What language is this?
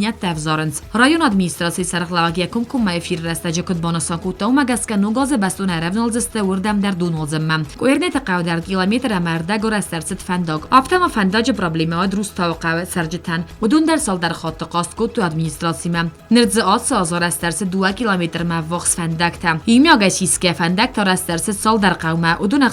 Ossetic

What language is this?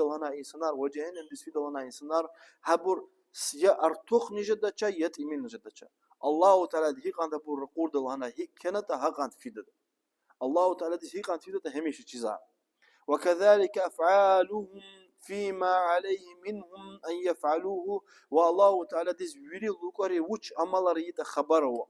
Lezghian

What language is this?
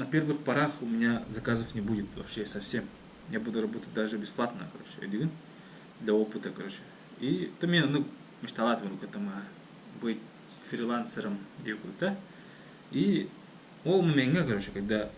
Yakut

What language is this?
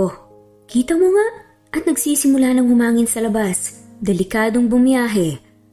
Filipino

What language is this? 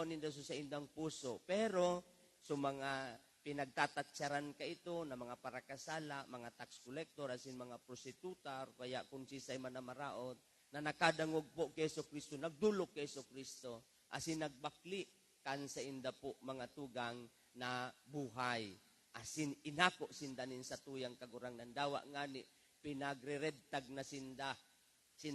Bikol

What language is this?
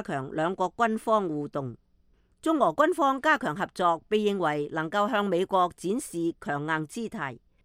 Cantonese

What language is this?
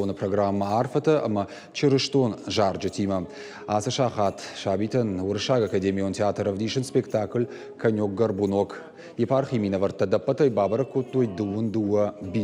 Ossetic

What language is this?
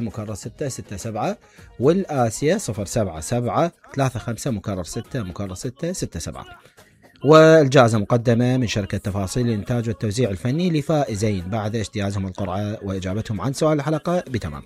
Mesopotamian Arabic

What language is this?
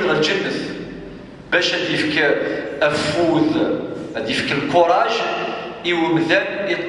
Kabyle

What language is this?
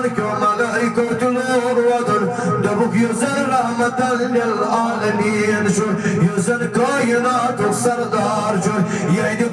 Kashmiri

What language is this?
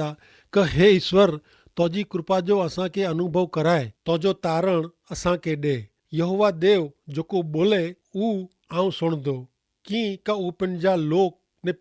Kachhi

